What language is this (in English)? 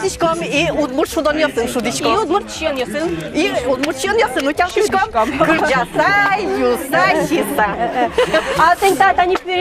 Udmurt